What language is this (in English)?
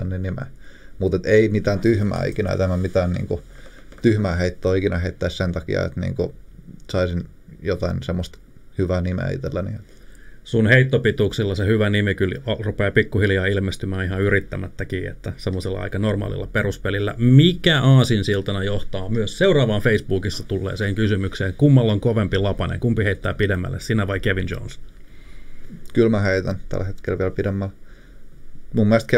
Finnish